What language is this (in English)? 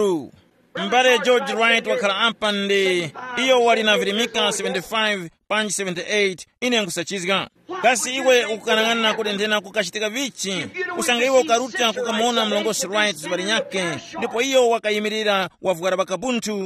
Tumbuka